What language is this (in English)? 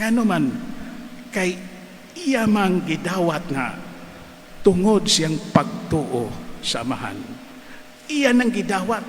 Cebuano